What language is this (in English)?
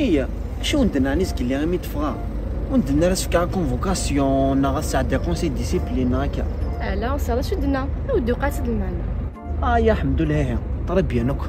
Kabyle